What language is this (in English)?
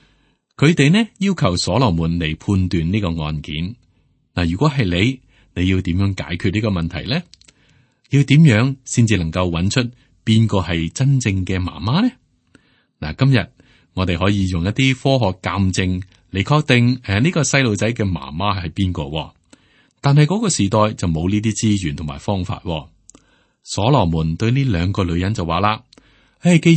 Cantonese